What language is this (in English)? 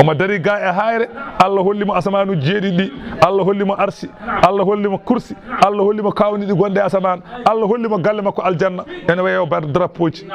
Fula